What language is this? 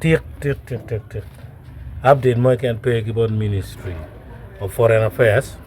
Acoli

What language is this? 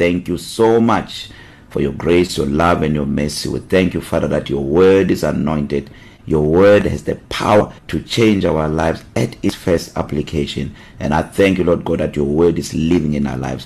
English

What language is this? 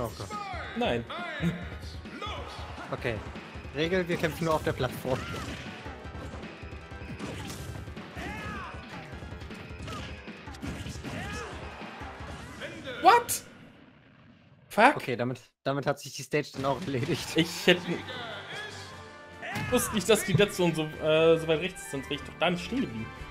German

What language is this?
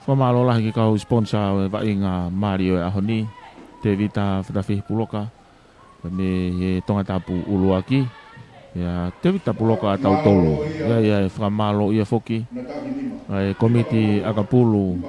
Tongan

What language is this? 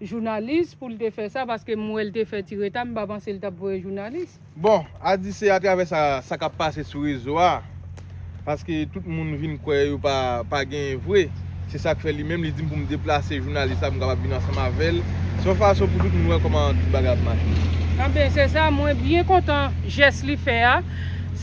Haitian Creole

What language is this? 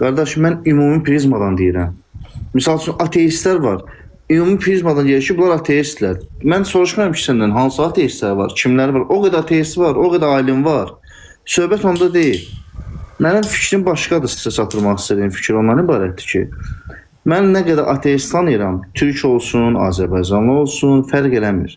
Azerbaijani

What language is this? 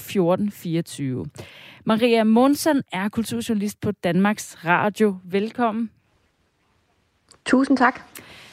Danish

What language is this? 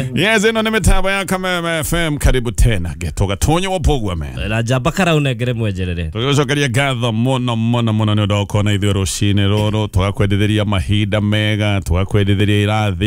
Kikuyu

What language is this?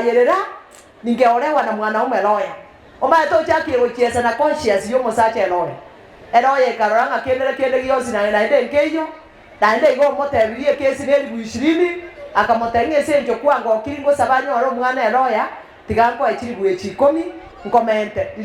Gusii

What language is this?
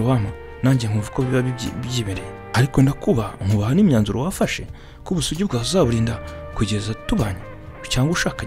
Kinyarwanda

